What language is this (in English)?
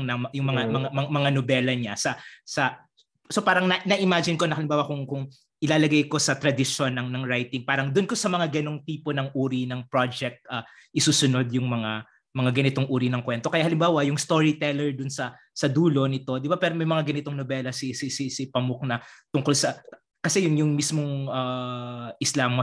Filipino